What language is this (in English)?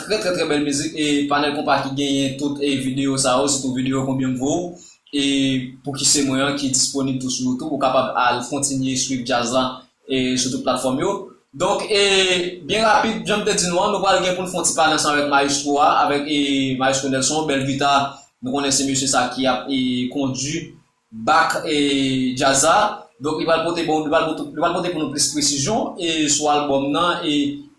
Haitian Creole